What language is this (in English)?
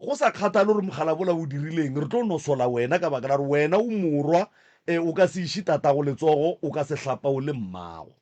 Northern Sotho